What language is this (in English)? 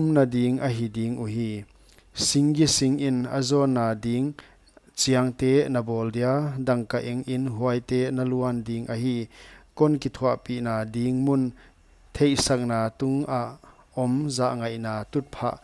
Paite Chin